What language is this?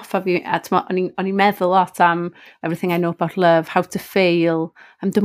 Welsh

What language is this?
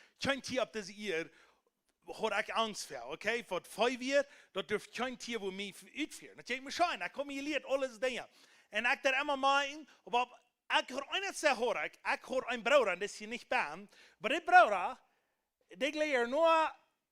Plautdietsch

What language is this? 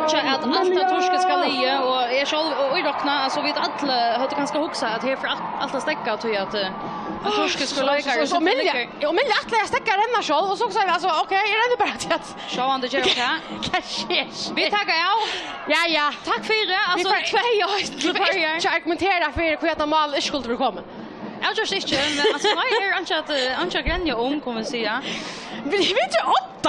Faroese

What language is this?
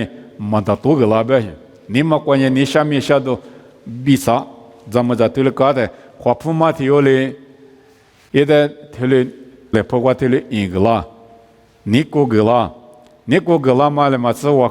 Lisu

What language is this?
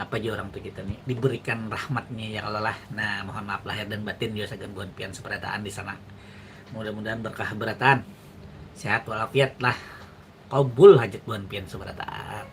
Banjar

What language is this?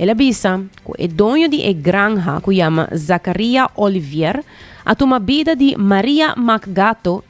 Papiamento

